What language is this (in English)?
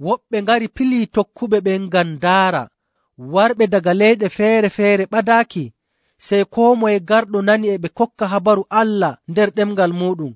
Nigerian Fulfulde